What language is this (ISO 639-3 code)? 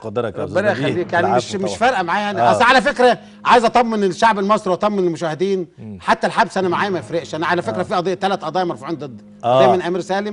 arz